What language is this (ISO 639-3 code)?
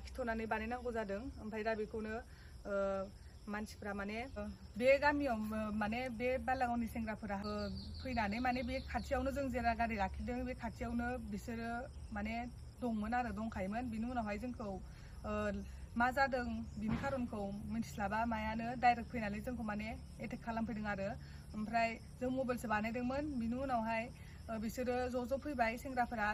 brx